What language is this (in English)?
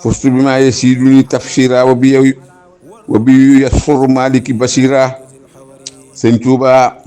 Wolof